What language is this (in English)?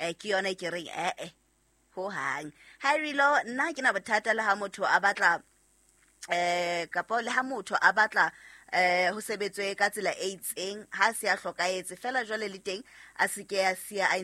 Southern Sotho